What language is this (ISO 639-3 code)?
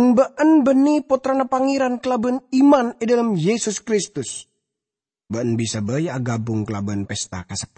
mad